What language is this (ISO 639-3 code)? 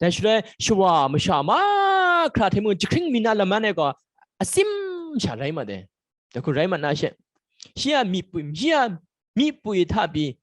kac